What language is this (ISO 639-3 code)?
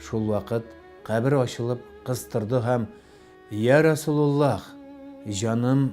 tat